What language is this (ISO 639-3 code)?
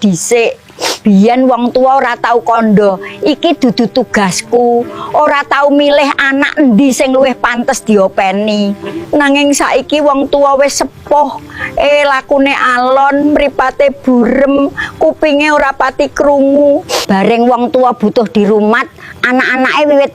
jav